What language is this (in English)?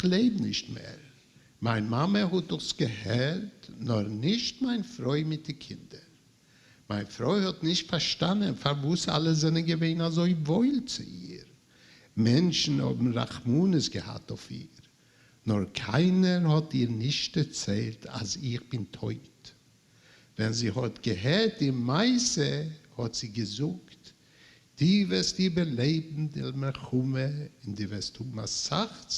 Yiddish